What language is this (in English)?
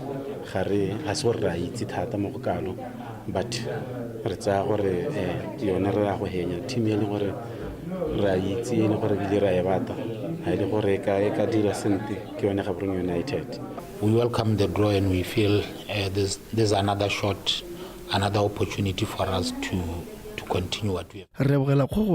Tswana